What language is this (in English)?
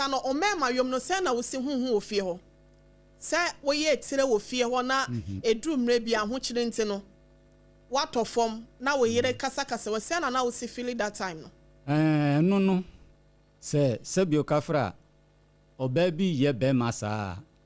Akan